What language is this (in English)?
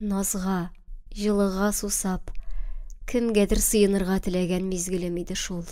Tatar